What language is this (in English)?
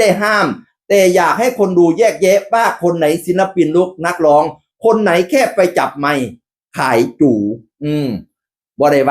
Northeastern Thai